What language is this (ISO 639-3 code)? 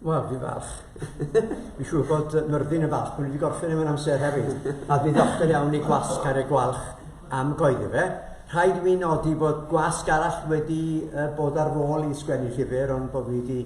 cym